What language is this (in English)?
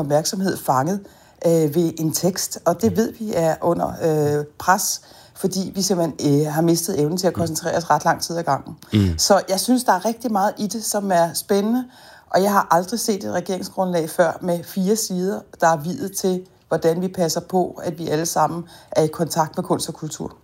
Danish